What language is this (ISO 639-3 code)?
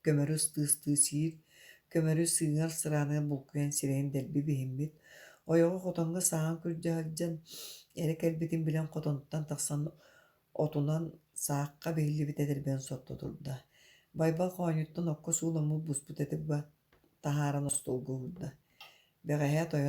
sah